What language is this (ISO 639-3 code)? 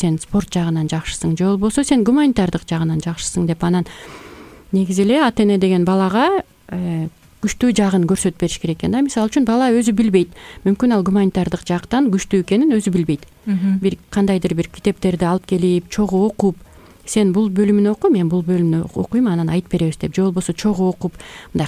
kir